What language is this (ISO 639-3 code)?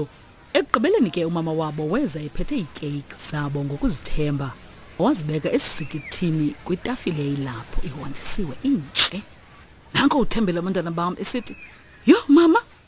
xho